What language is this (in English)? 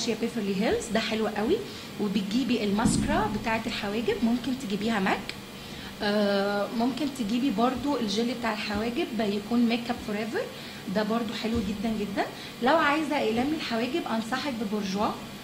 Egyptian Arabic